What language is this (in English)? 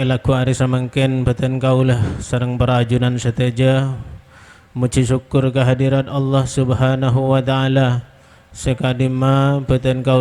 Madurese